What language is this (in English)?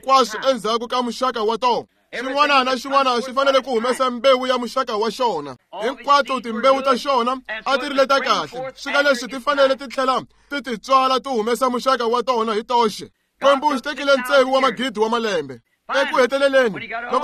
Tsonga